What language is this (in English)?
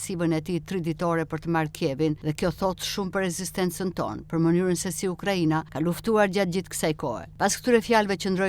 Albanian